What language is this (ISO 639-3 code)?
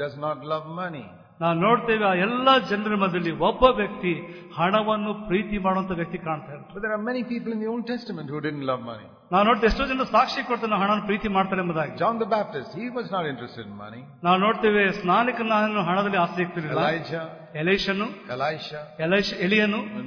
kan